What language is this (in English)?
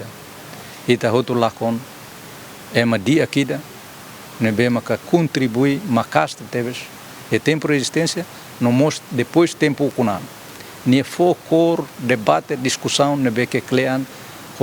Tetum